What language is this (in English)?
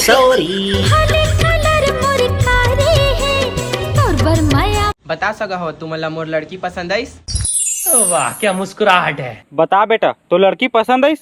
Chhattisgarhi